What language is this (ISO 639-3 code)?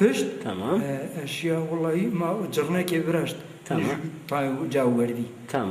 zza